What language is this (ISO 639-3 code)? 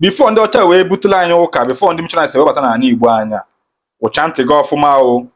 ibo